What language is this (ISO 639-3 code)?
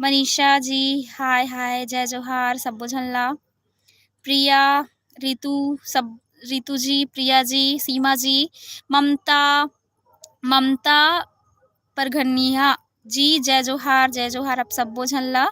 hne